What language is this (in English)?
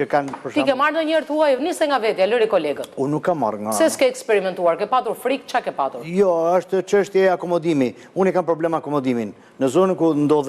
Albanian